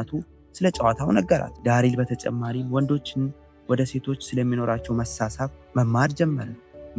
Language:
Amharic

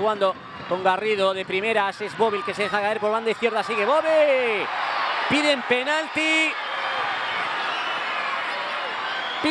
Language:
Spanish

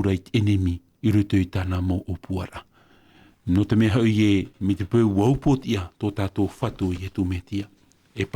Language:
Tahitian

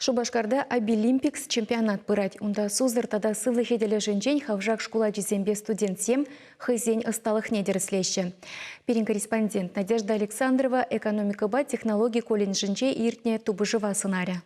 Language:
Chuvash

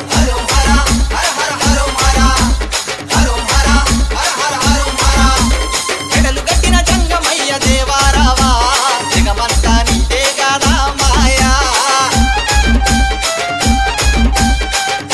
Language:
Telugu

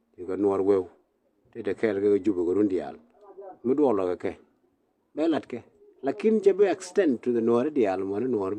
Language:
Nuer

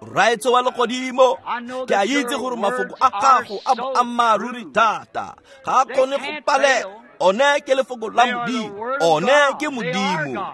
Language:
Tswana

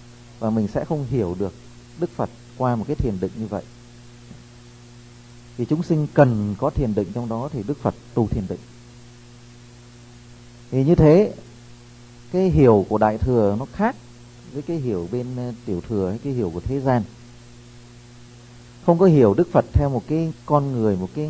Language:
Vietnamese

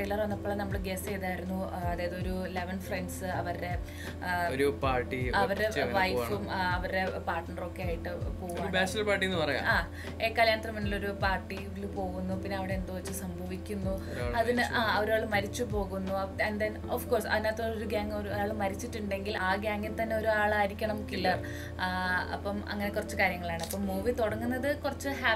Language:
Malayalam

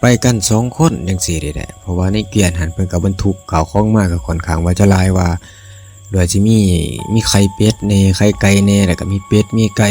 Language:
Lao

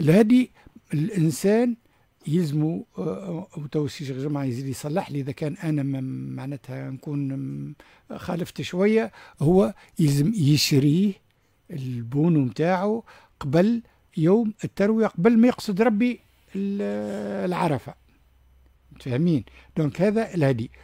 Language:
Tunisian Arabic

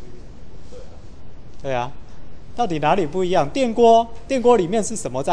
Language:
Chinese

